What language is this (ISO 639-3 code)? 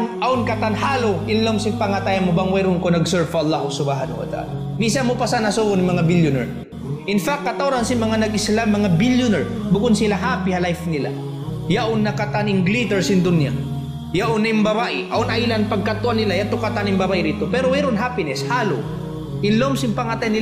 tsg